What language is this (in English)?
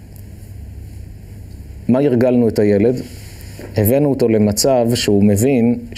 Hebrew